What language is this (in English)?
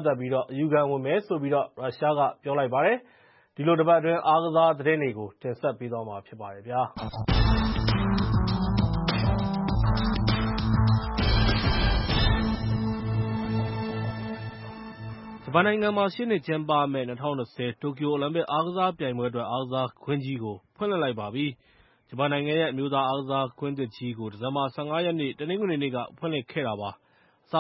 Burmese